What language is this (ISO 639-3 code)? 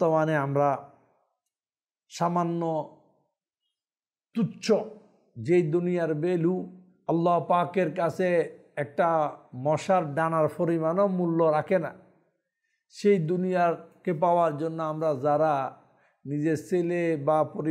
ben